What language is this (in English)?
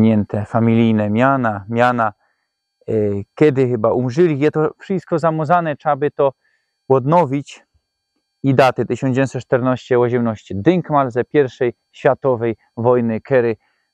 Silesian